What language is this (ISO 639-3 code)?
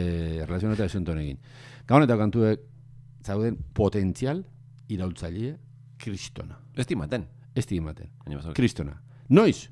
eus